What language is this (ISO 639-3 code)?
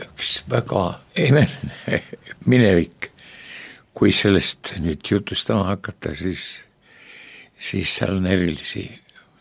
est